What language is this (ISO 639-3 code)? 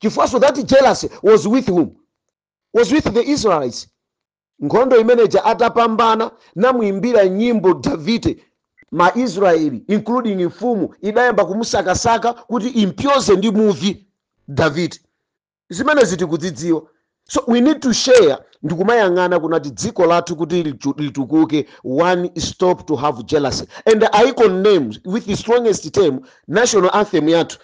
nya